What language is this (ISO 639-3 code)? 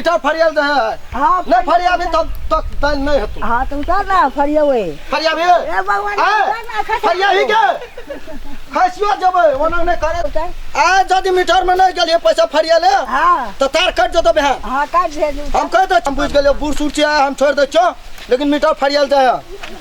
mai